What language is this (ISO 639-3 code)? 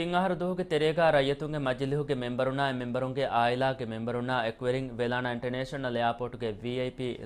div